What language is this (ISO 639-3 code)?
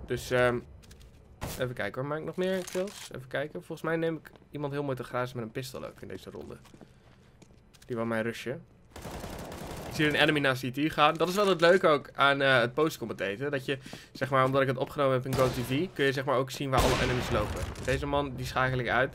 nld